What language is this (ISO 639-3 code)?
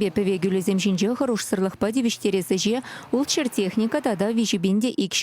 chv